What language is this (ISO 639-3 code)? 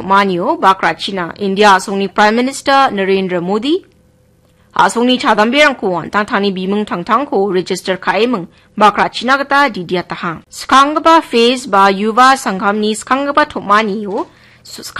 grt